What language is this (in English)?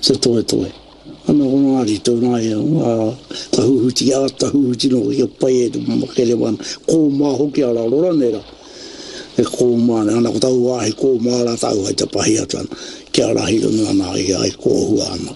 Māori